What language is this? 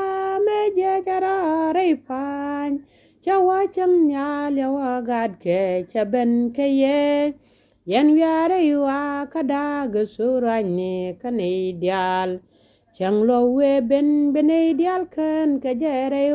Nuer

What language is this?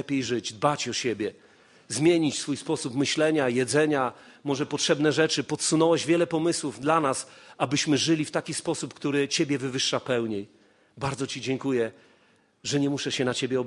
Polish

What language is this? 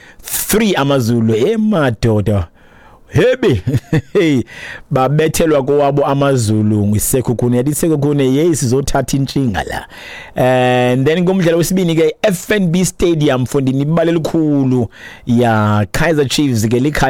Xhosa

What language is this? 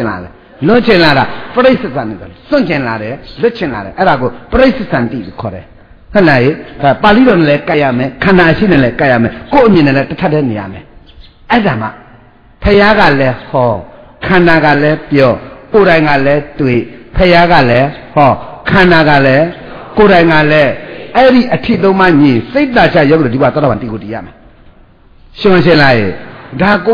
Burmese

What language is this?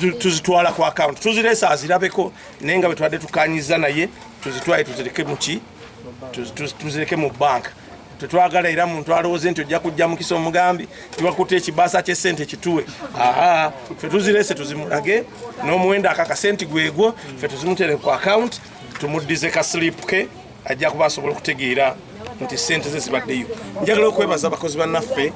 Ganda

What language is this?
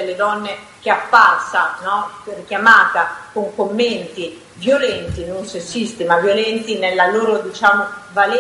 Italian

